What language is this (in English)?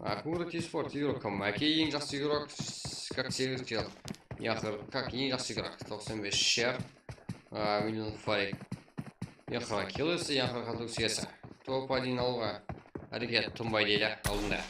Kara-Kalpak